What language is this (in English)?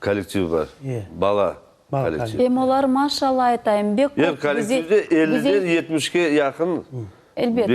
Crimean Tatar